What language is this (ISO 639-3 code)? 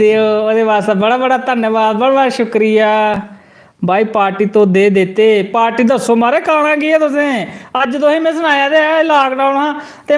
doi